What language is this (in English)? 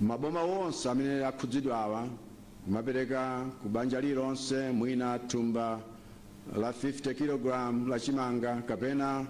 Nyanja